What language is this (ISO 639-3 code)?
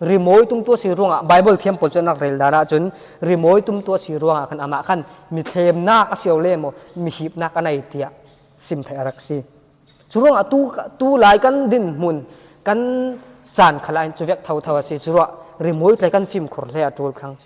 cfm